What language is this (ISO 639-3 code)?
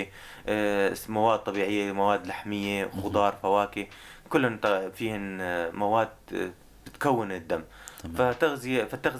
apc